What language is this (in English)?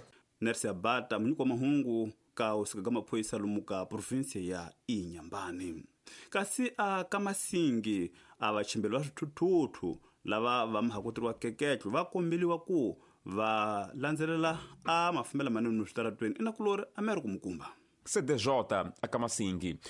Tsonga